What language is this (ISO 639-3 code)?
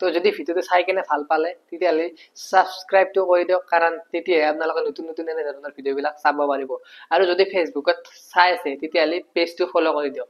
asm